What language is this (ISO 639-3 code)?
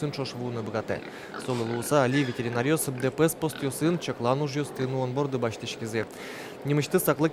udm